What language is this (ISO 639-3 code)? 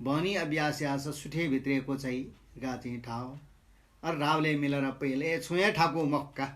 new